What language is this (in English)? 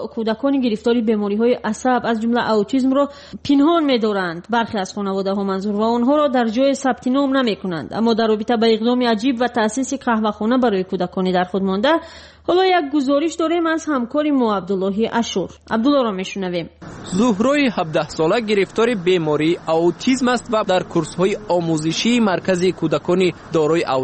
Persian